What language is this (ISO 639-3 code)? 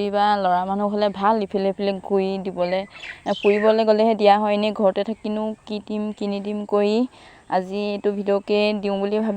asm